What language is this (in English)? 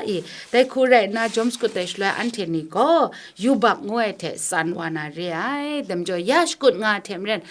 Kachin